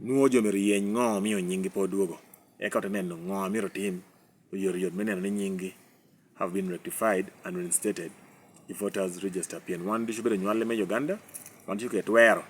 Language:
Lango (Uganda)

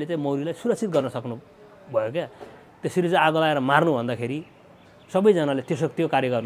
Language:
Nepali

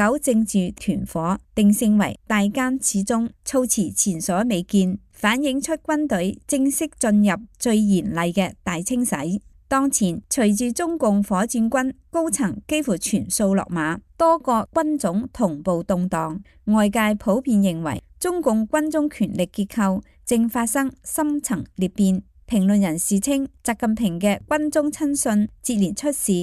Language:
Cantonese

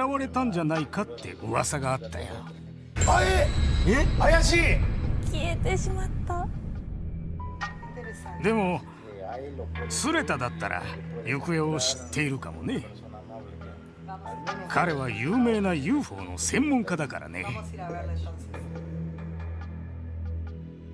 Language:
Japanese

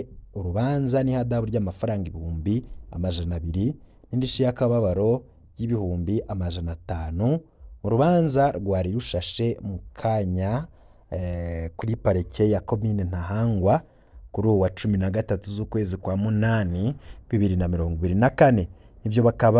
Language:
Rundi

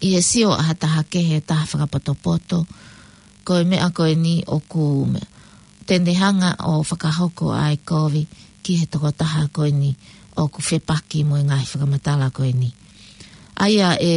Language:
Tongan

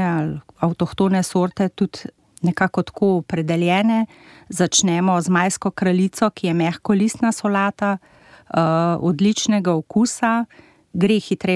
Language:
Slovenian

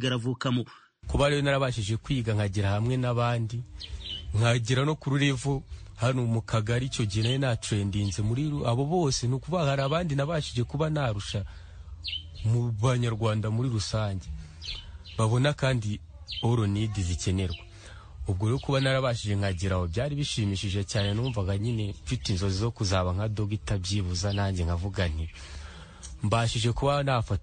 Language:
Kinyarwanda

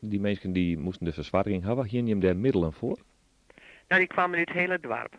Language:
Western Frisian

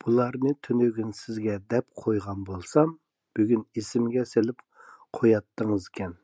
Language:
Uyghur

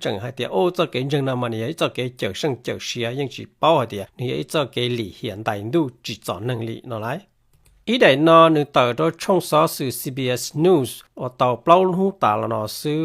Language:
Hmong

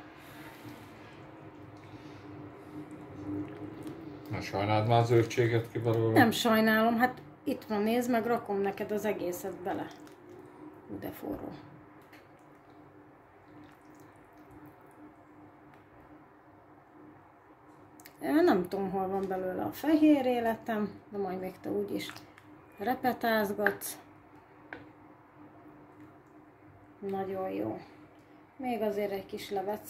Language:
Hungarian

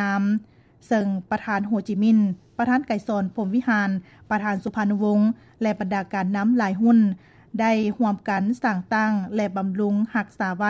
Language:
Lao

